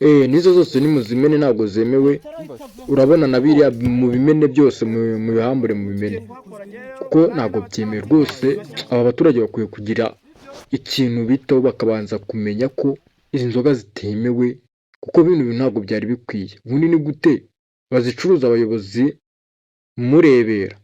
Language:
Kinyarwanda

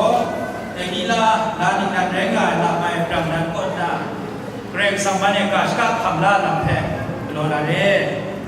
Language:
Kachin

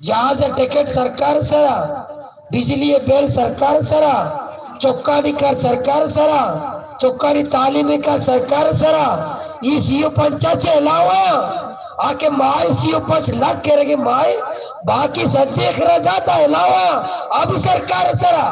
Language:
Baluchi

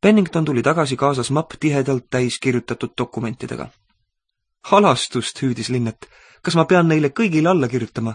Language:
Estonian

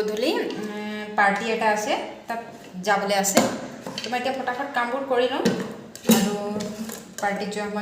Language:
Assamese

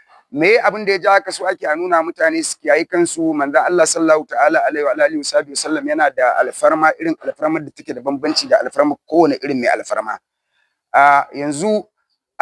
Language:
Hausa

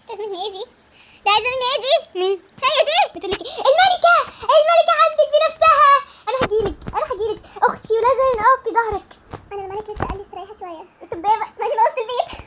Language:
Egyptian Arabic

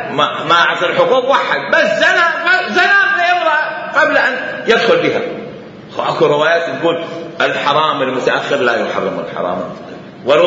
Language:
Mesopotamian Arabic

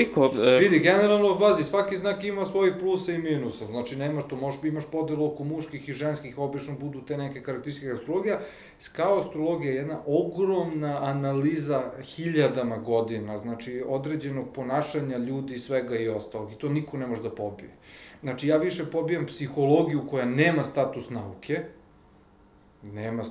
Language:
Serbian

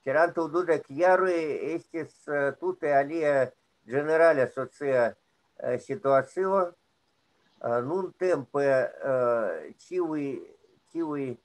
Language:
Esperanto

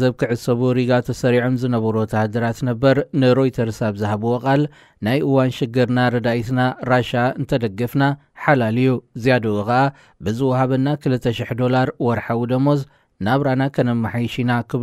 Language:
Tigrinya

